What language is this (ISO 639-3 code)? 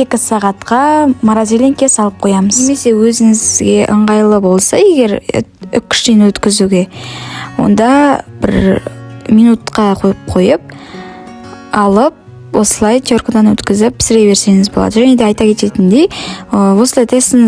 kaz